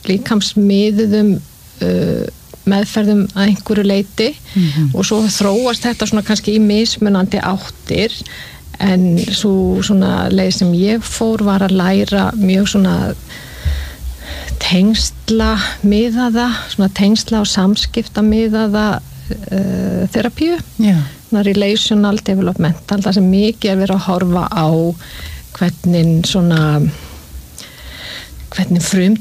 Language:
Icelandic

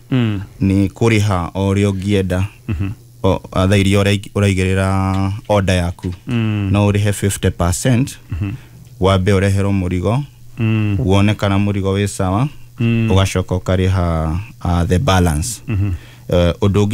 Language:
Kikuyu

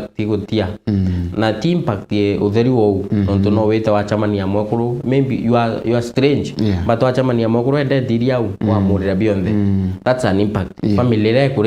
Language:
Meru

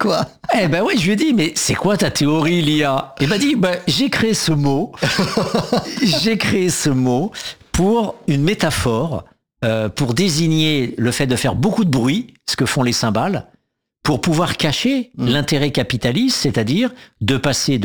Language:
French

